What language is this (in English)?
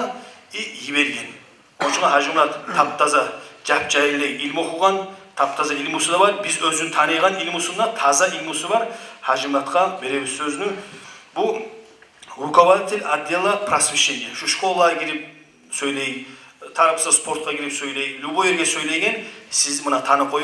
Kumyk